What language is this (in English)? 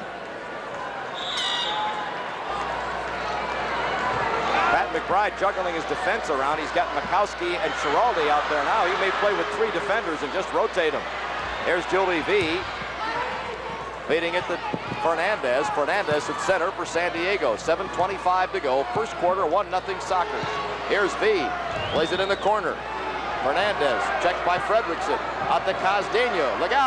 English